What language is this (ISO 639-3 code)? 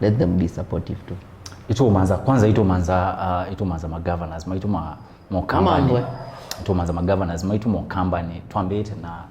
kam